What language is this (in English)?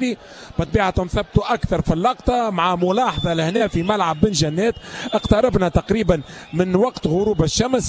Arabic